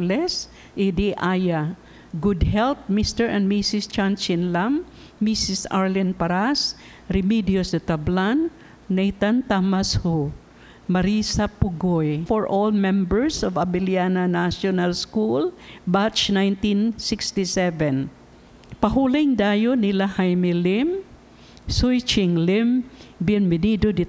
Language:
Cebuano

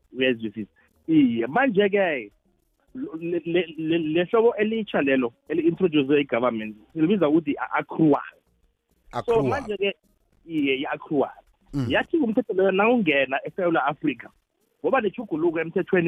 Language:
South Ndebele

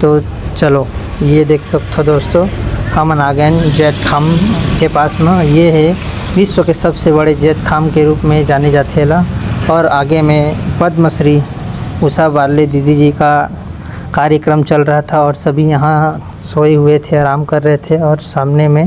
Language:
Chhattisgarhi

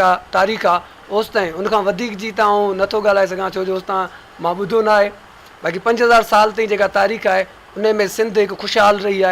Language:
Sindhi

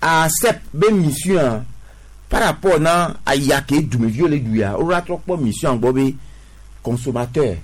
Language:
Gen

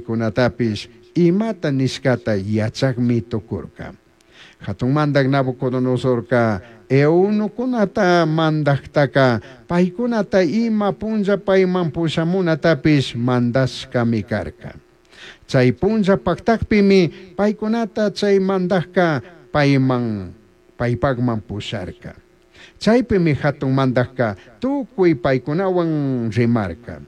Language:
Chimborazo Highland Quichua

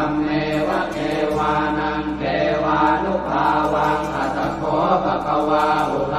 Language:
Pali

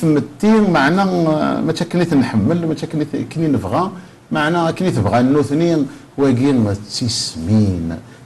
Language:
Kabyle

